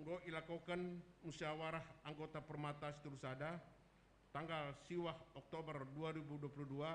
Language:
Batak Karo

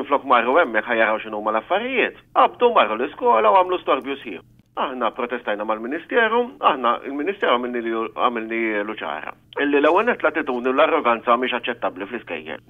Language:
Maltese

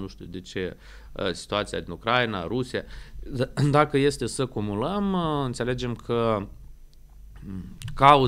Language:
Romanian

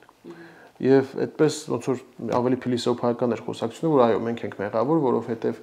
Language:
Armenian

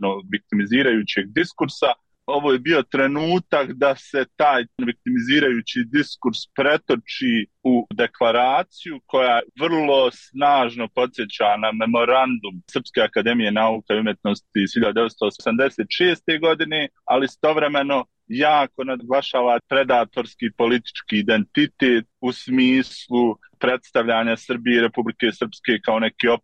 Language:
Bosnian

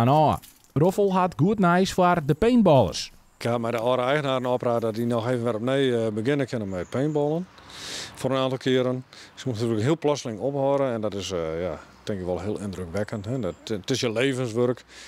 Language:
Western Frisian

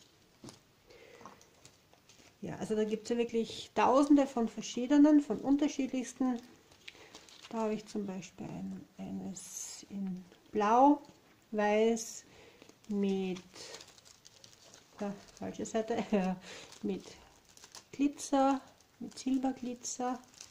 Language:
German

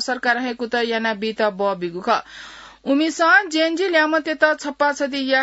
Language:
Newari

